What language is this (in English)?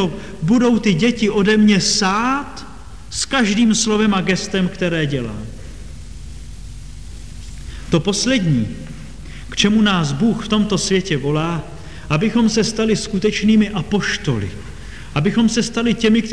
Czech